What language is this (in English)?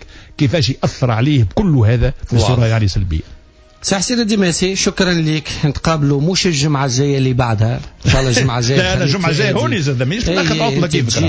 Tunisian Arabic